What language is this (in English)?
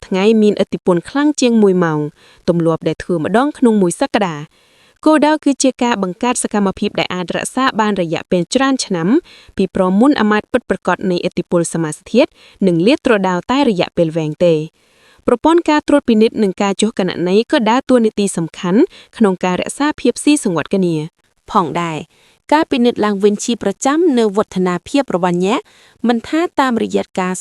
Khmer